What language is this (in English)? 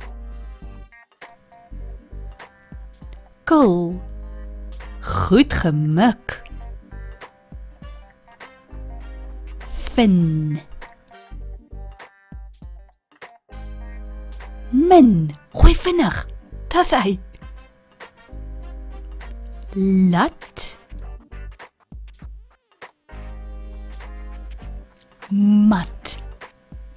Afrikaans